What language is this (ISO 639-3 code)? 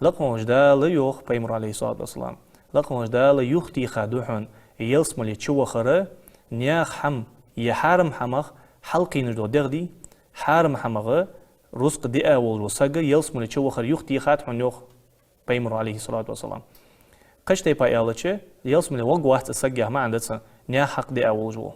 inh